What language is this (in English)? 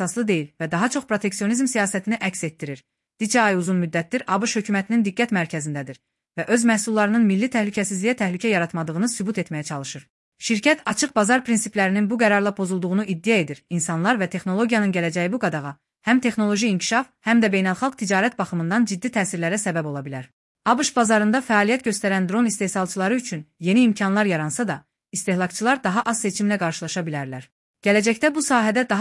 Azerbaijani